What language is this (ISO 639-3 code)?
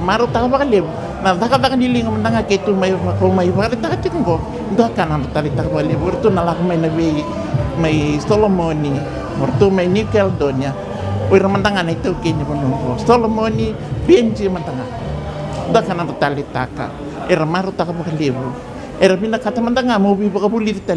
fij